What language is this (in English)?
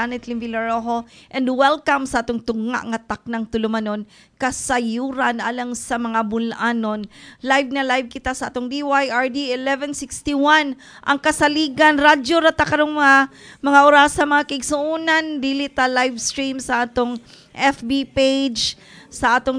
Cebuano